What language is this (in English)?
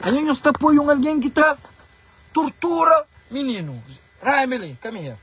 Kabuverdianu